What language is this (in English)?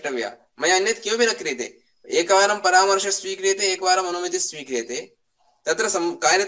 Sanskrit